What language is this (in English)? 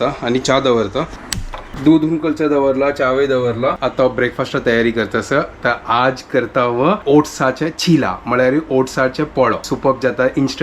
Konkani